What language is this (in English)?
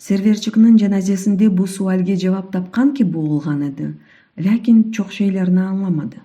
Crimean Tatar